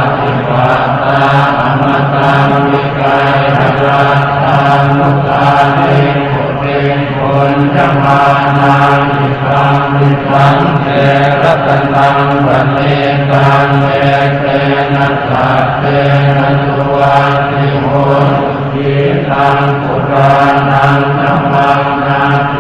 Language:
Pali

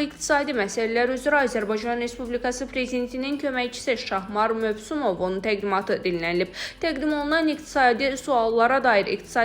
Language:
Azerbaijani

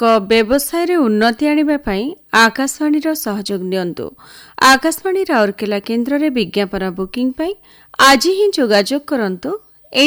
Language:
Odia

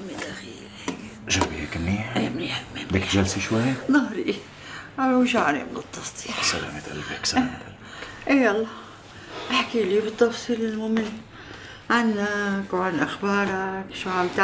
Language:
North Levantine Arabic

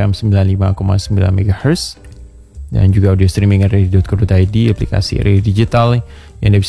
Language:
Indonesian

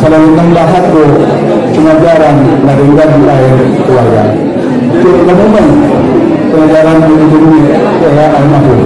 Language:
Batak Angkola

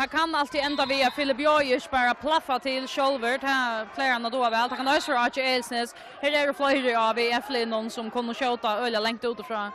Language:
Faroese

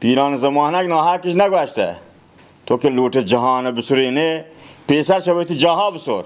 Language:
Baluchi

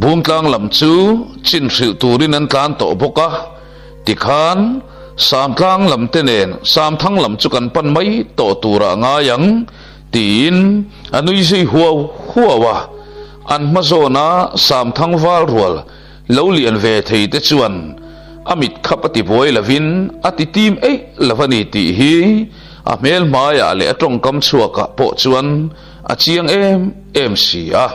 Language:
Mizo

